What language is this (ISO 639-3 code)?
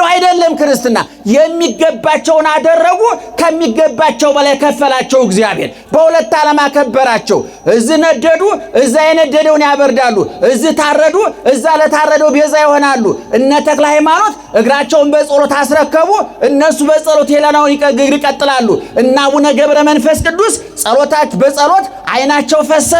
amh